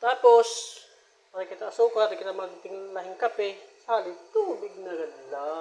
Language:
Waray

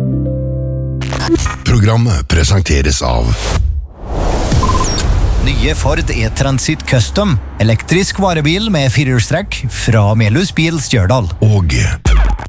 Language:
Norwegian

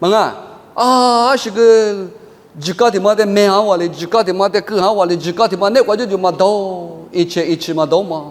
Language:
Lisu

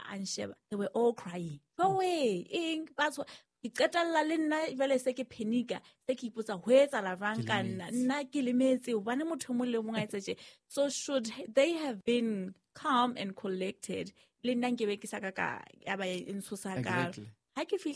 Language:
Southern Sotho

